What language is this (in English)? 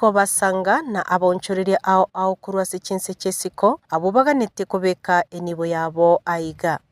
Gusii